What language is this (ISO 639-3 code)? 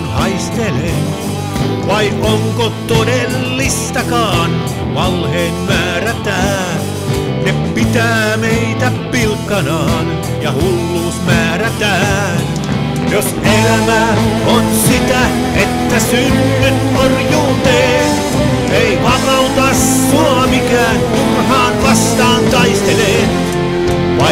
fin